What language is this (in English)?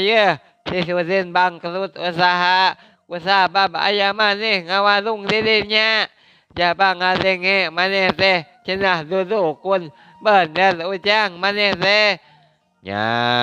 Sundanese